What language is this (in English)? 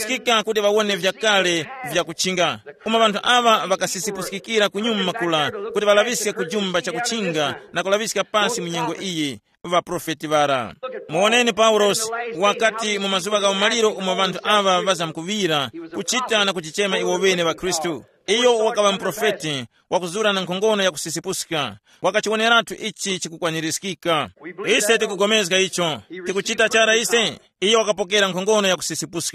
Tumbuka